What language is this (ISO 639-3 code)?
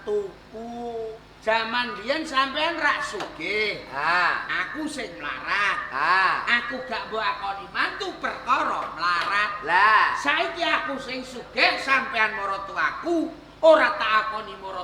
jav